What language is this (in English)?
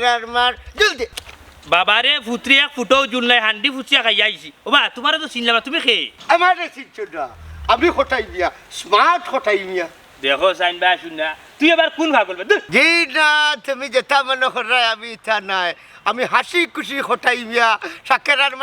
Sylheti